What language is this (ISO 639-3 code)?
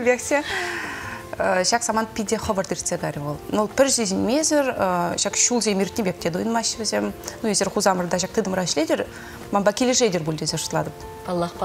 chv